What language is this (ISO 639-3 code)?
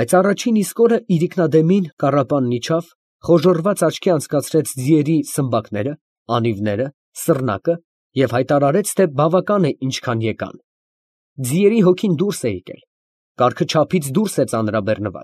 hye